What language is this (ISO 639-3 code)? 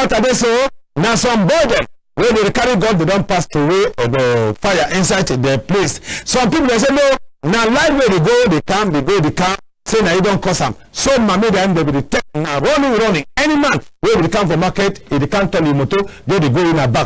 wes